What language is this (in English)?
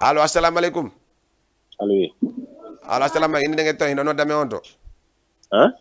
Fula